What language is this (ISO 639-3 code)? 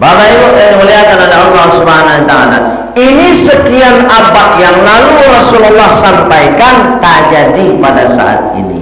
min